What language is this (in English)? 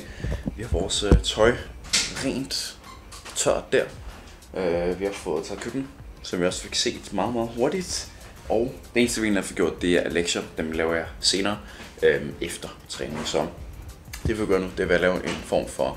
Danish